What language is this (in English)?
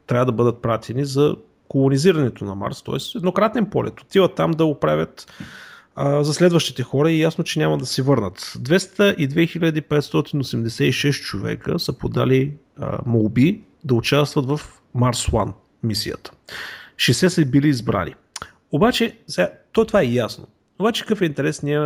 Bulgarian